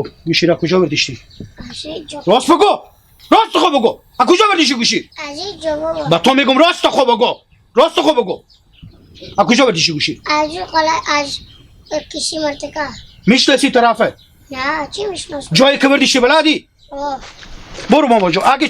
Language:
Hazaragi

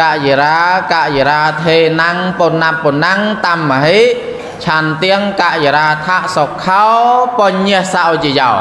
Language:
Khmer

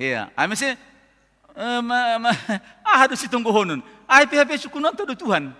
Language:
Batak Simalungun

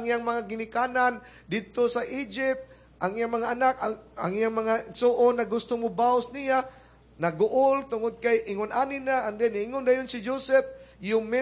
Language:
Cebuano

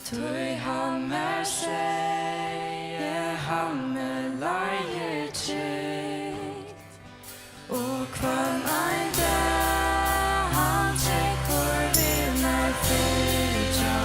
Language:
Faroese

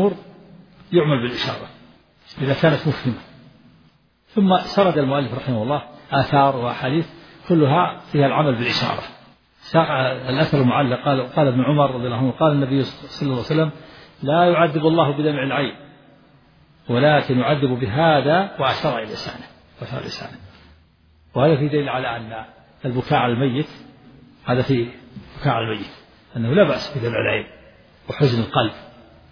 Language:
Arabic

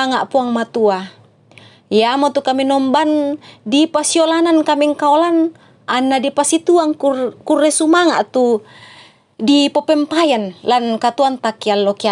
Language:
Toraja-Sa'dan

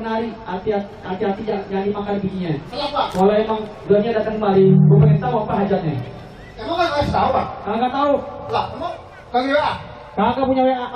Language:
Betawi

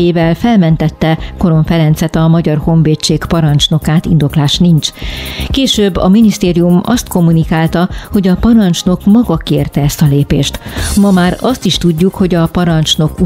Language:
Hungarian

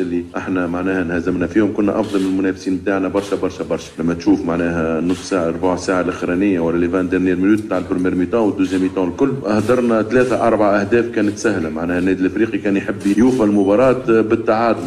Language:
Tunisian Arabic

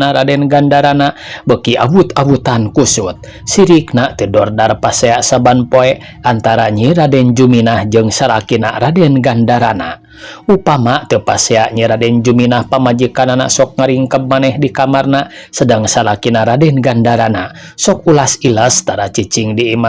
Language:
Sundanese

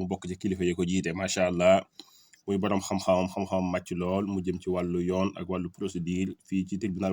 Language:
Wolof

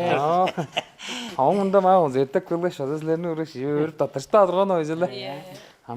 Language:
Tuvinian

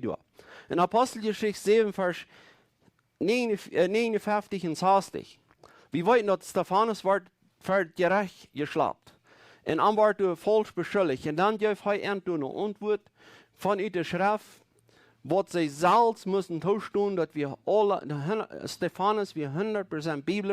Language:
Plautdietsch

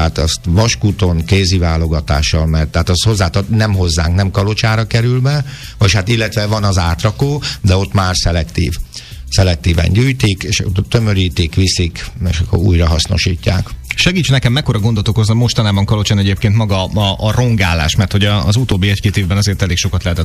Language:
Hungarian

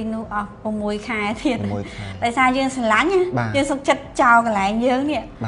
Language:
Khmer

